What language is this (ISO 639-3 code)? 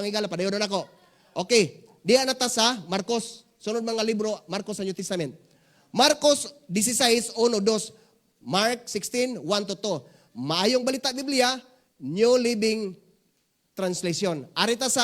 ceb